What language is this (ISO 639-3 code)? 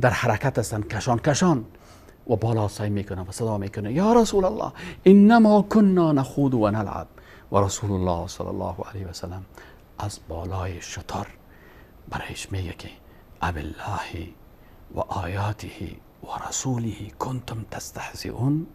fas